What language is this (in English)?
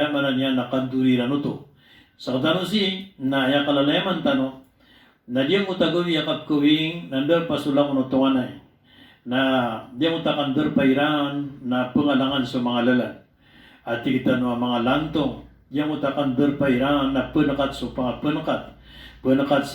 Maranao